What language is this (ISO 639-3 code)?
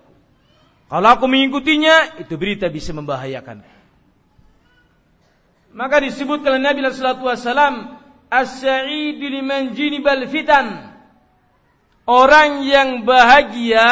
ind